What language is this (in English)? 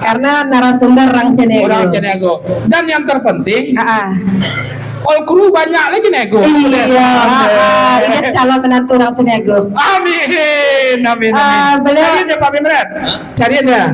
Minangkabau